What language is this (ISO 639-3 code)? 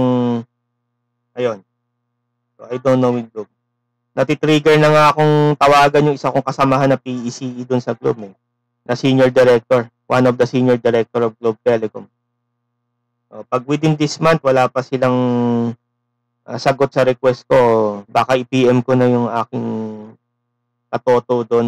fil